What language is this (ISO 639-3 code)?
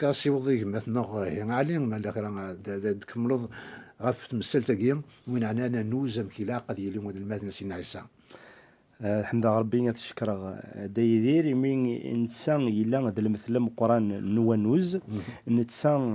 kab